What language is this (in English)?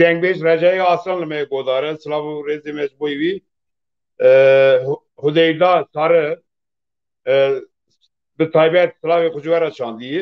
Kurdish